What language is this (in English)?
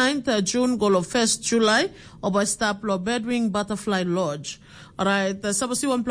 Tok Pisin